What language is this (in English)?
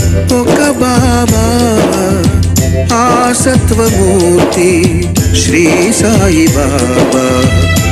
Telugu